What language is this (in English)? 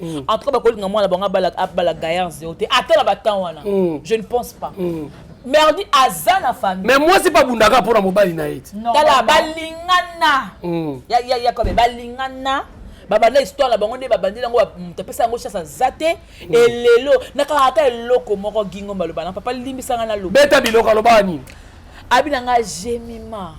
Lingala